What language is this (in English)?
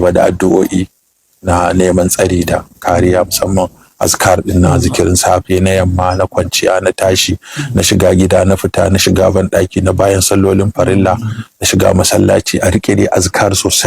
Hausa